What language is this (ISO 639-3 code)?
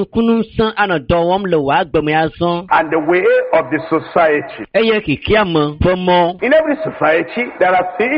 ewe